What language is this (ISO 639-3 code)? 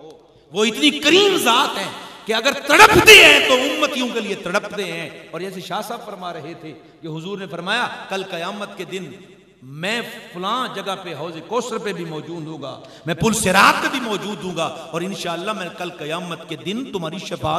urd